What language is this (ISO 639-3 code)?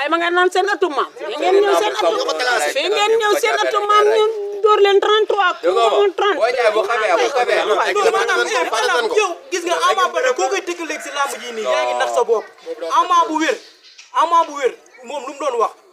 wol